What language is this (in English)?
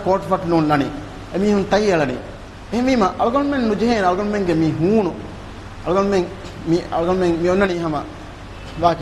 Divehi